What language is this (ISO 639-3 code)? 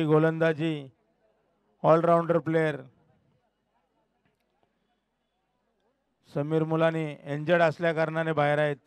mar